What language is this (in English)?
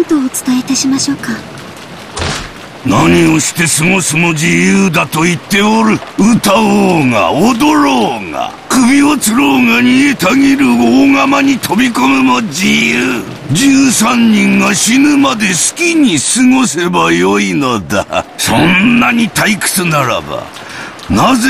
Japanese